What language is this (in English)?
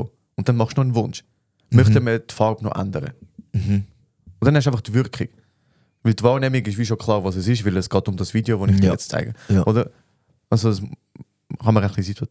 Swiss German